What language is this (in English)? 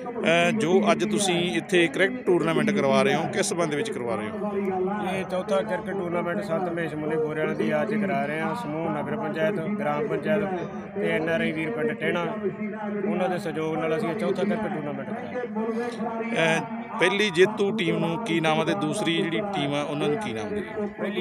Punjabi